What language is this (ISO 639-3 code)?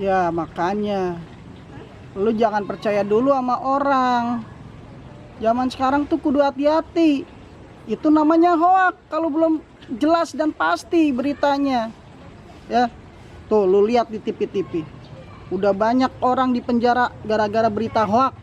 bew